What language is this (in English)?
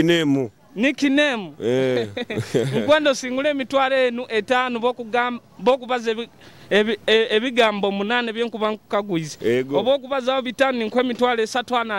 Nyoro